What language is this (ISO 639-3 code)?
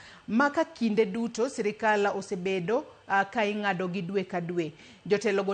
luo